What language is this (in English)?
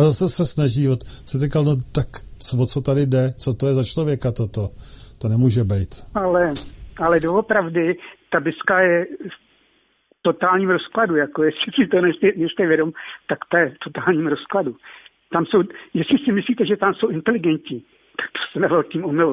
Czech